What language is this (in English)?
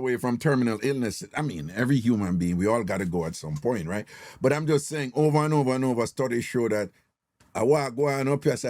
Jamaican Creole English